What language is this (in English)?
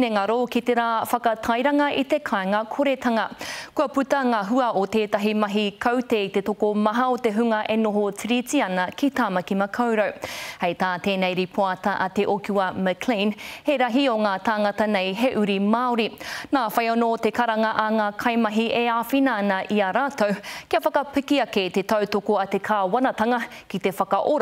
Māori